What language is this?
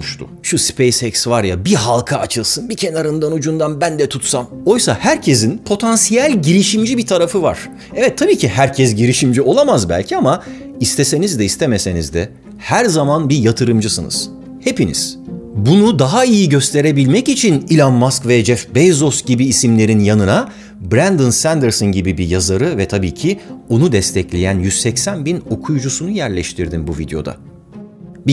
Turkish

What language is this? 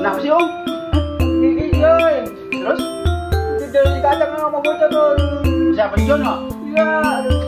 Betawi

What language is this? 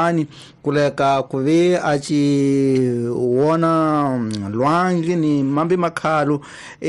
Tsonga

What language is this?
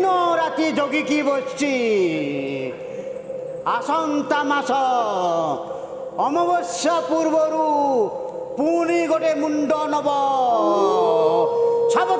Odia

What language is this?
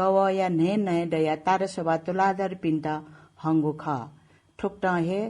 Newari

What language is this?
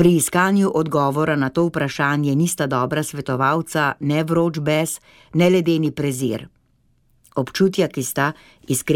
Slovenian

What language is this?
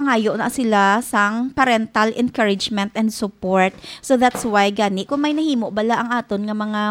Hiligaynon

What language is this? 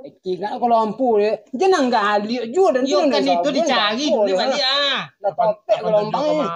Minangkabau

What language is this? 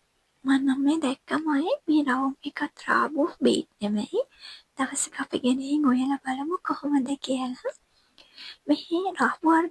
Sinhala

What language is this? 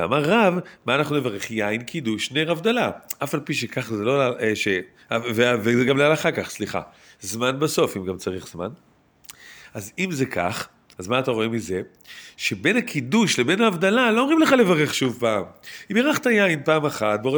Hebrew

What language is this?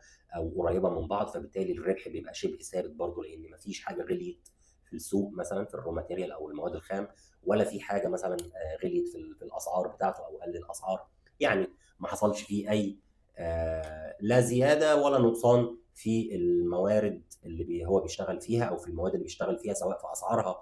Egyptian Arabic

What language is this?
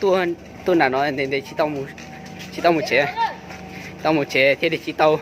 Hmong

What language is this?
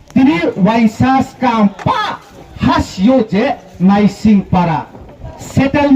Riang (India)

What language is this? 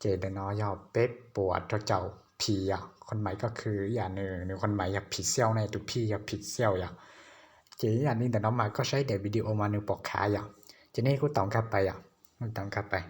Hmong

